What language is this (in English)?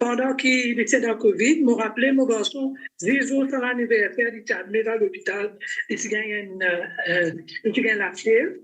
Morisyen